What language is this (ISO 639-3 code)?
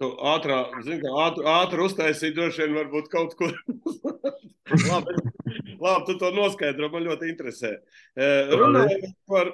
lav